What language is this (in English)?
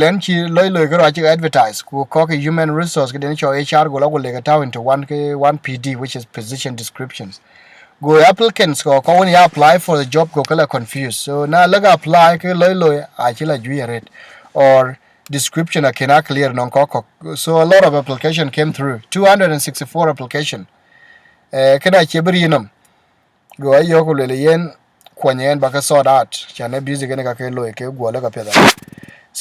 Dinka